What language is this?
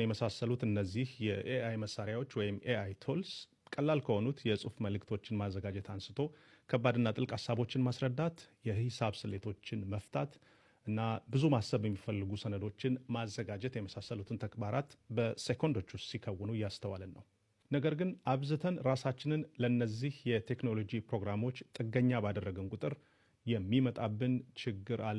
Amharic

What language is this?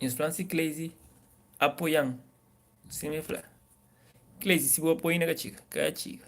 Kabuverdianu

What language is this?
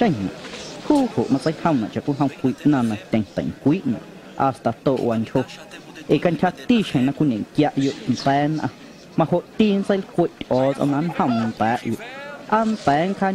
Guerrero Amuzgo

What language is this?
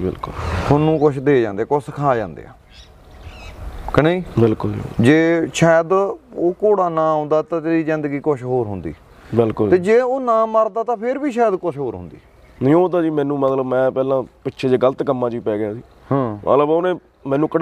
Punjabi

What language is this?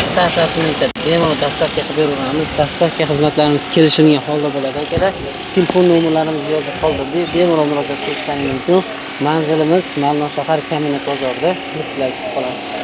Uzbek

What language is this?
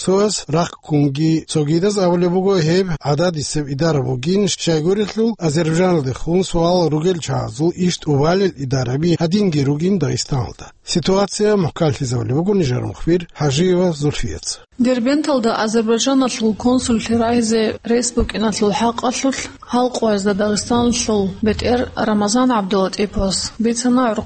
Avaric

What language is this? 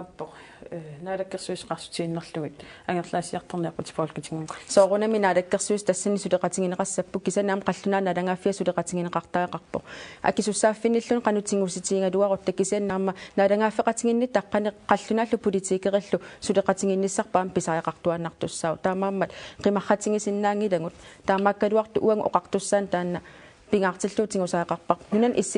Kalaallisut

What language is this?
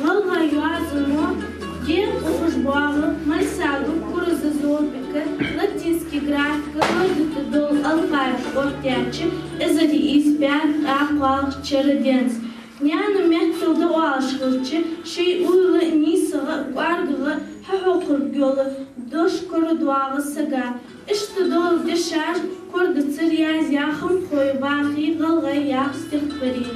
Ingush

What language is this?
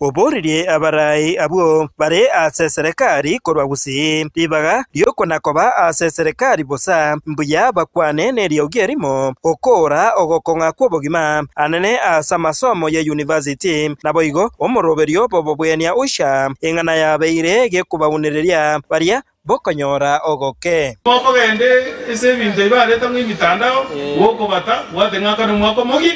Gusii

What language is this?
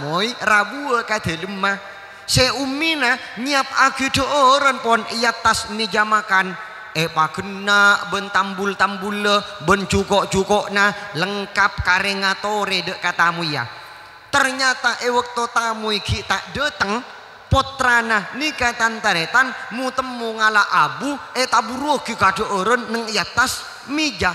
Madurese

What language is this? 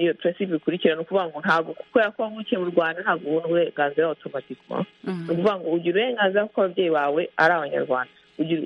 Kinyarwanda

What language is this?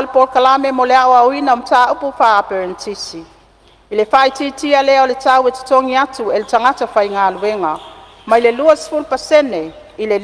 Samoan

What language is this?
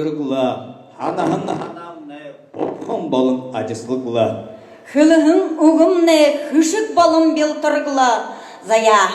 Buriat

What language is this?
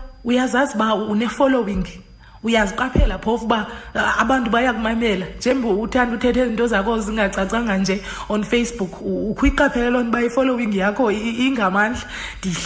Xhosa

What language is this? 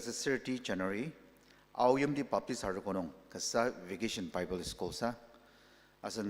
Ao Naga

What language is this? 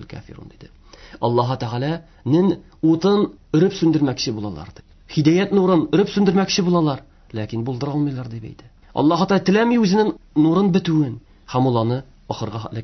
Tatar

